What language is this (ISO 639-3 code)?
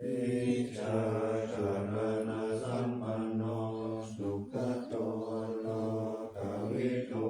pli